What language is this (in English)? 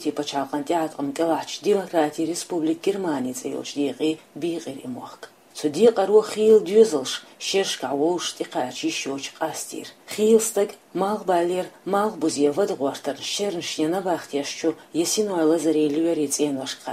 Chechen